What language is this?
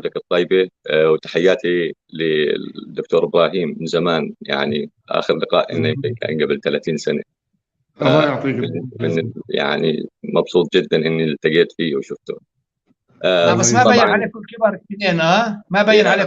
North Levantine Arabic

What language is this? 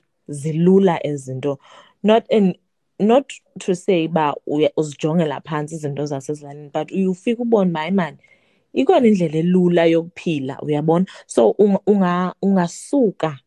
Xhosa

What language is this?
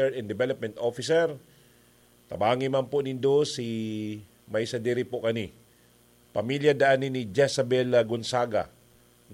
Bikol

